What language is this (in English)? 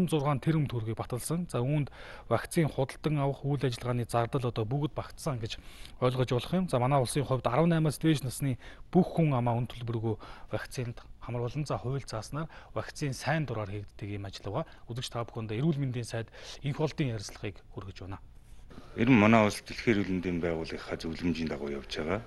Mongolian